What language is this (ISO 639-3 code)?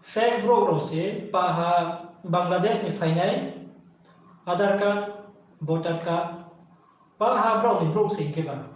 ria